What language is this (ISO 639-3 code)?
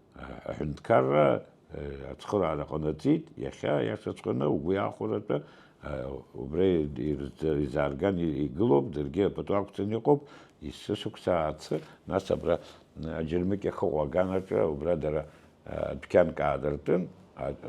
abk